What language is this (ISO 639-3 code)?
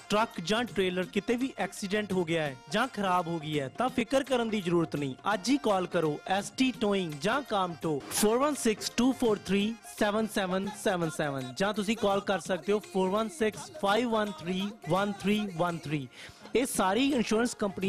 pan